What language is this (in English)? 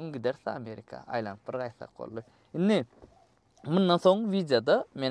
Turkmen